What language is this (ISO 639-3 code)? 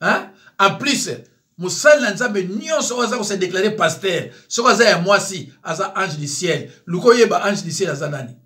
lin